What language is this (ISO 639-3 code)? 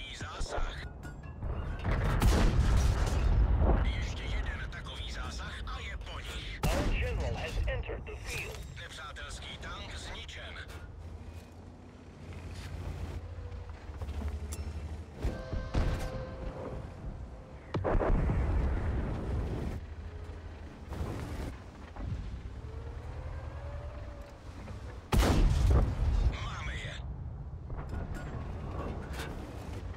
ces